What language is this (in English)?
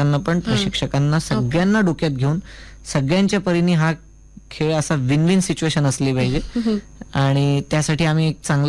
Marathi